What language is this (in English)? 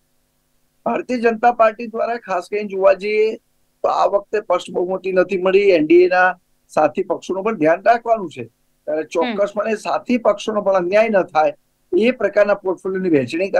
Gujarati